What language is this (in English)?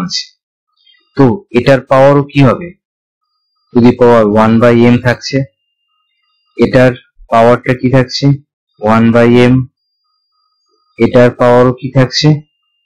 Bangla